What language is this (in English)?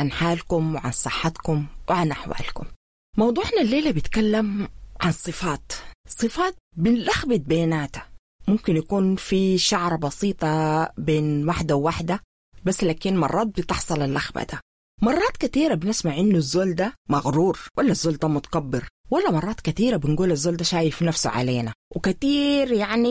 Sudanese Arabic